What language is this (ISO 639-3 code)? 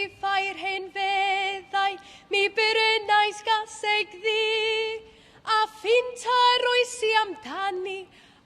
cym